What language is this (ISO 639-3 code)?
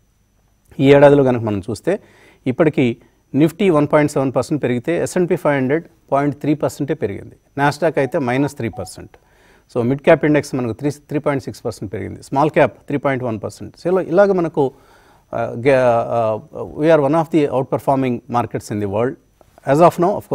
tel